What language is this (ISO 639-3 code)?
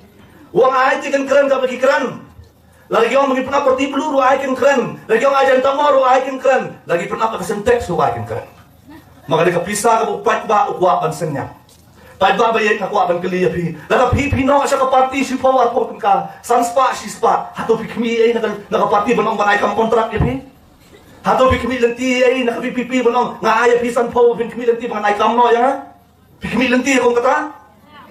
kha